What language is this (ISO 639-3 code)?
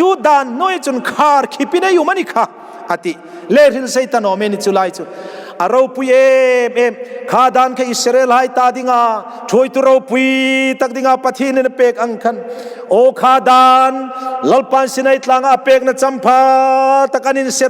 hmr